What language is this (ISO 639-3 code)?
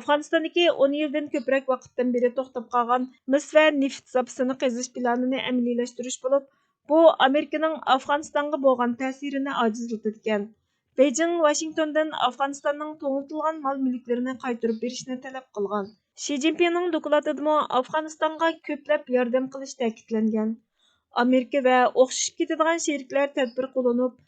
uig